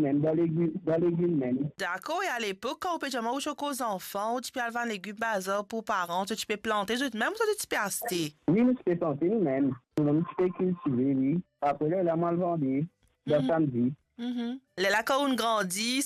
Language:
Morisyen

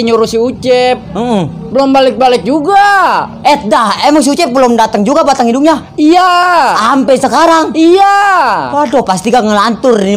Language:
Betawi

